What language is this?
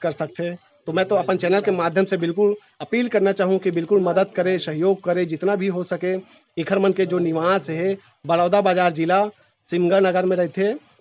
Chhattisgarhi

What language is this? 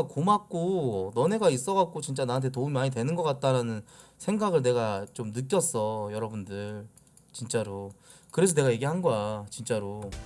Korean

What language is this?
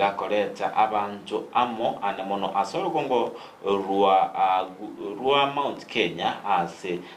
Gusii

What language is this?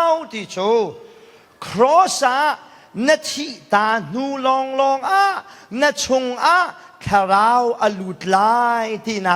Hakha Chin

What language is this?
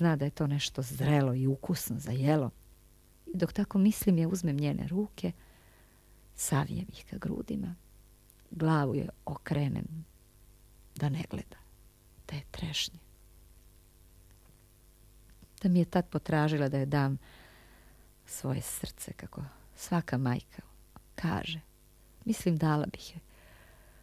Serbian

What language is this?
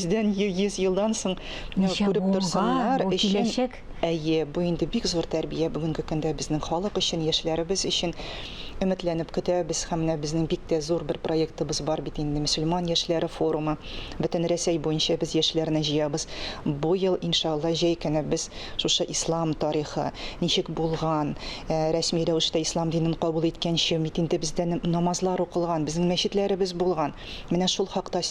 Tatar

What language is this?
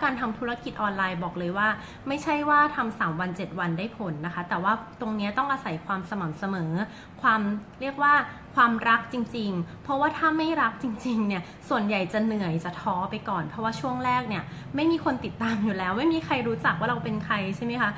Thai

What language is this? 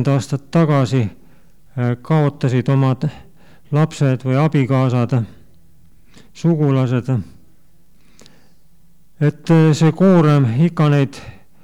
Estonian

